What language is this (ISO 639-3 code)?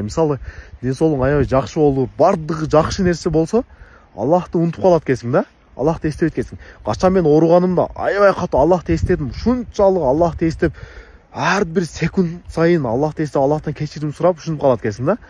kir